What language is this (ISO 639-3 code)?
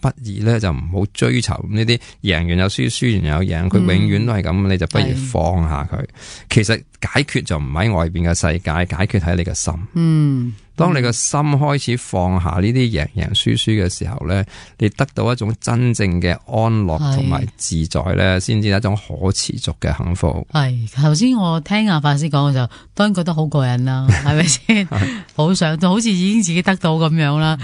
yue